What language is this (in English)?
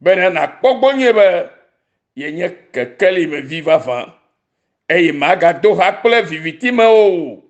Ewe